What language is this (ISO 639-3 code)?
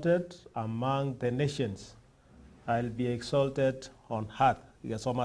guz